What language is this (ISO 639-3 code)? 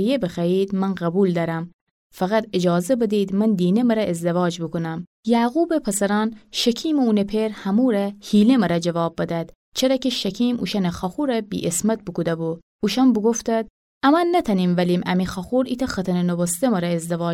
glk